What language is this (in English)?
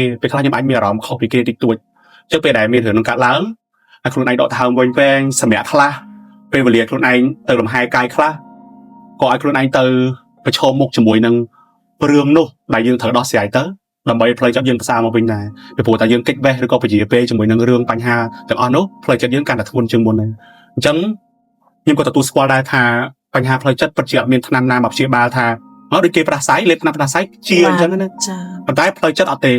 Khmer